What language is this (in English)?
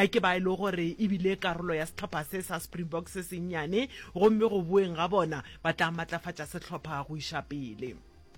Northern Sotho